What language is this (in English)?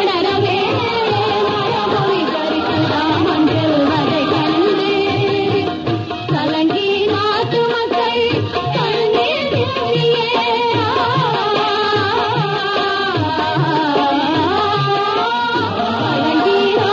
Tamil